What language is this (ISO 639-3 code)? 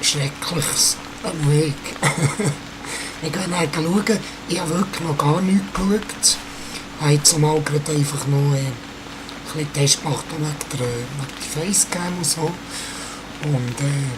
gsw